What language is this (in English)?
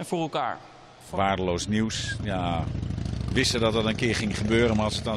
Dutch